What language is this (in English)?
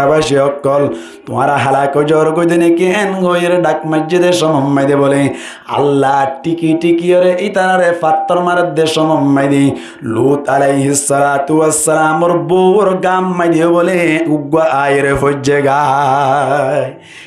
Rohingya